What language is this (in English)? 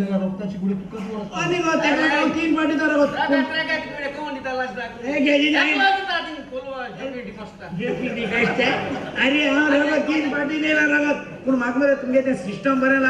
Konkani